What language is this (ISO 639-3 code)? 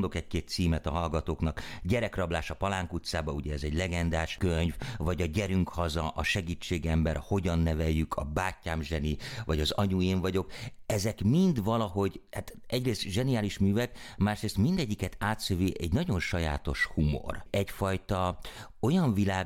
hun